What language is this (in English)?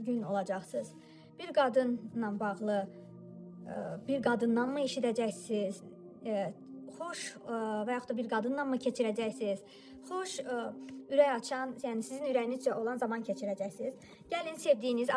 Azerbaijani